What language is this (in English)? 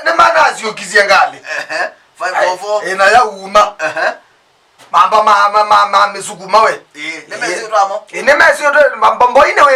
Kamba